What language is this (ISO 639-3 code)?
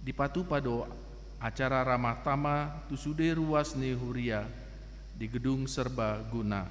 bbc